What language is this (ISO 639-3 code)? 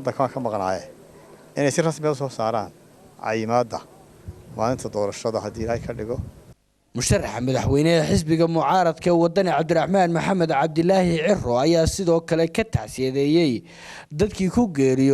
som